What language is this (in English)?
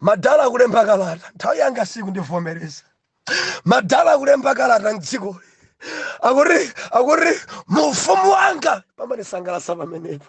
Nyanja